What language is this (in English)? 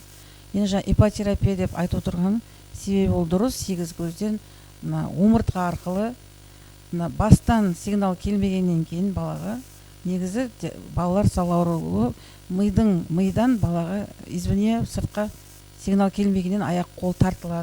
Kazakh